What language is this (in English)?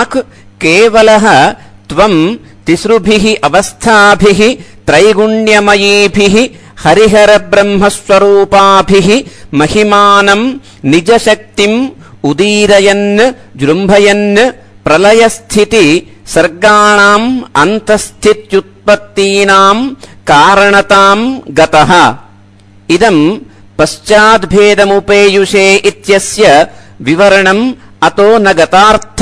Sanskrit